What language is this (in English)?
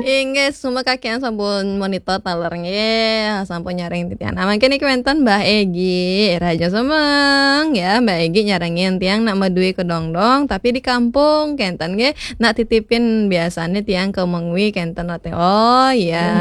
Balinese